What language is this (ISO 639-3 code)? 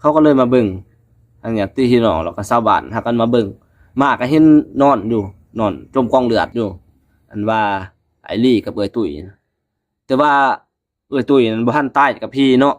lao